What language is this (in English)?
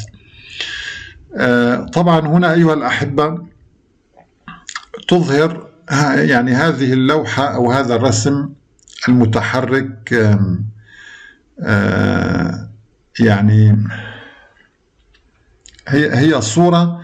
Arabic